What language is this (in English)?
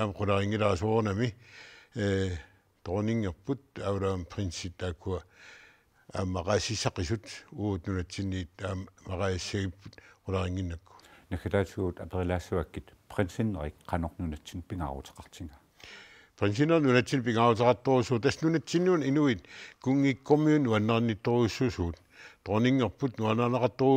Kalaallisut